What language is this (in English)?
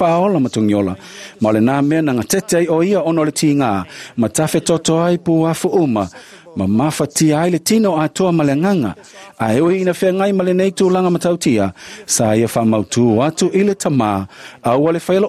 Samoan